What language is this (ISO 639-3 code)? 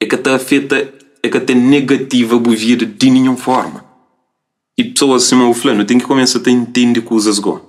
kea